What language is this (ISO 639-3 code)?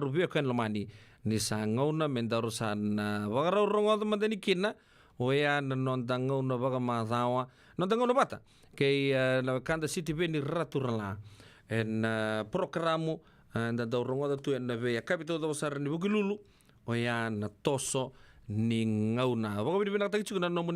fij